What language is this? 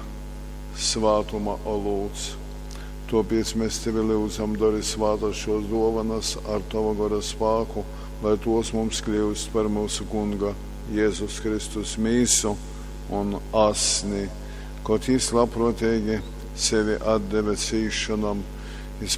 Latgalian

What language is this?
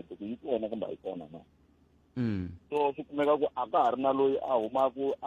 Tsonga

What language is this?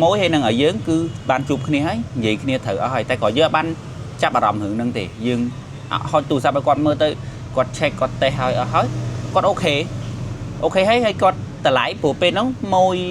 Khmer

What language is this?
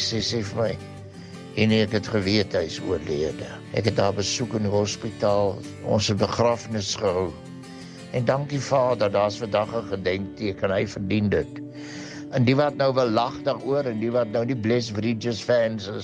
Afrikaans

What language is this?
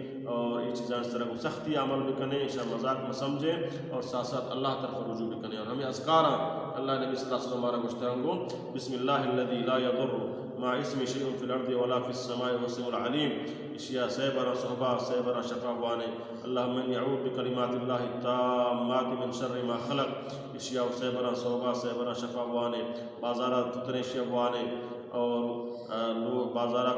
Baluchi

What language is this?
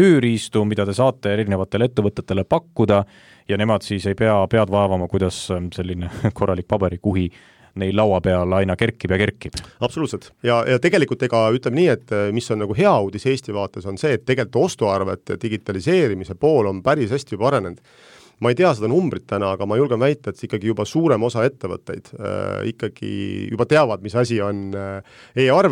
Estonian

